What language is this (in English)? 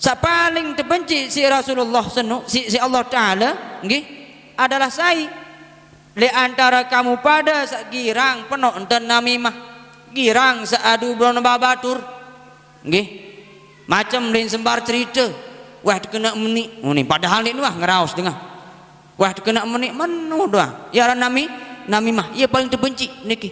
Sasak